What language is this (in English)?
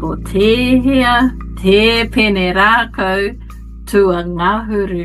Māori